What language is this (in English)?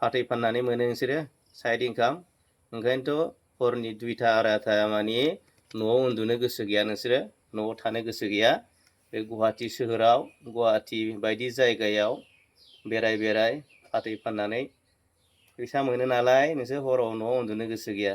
Bodo